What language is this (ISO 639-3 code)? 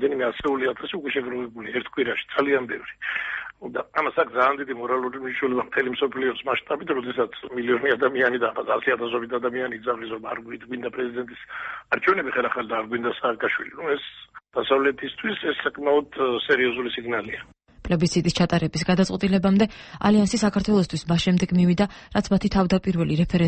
kat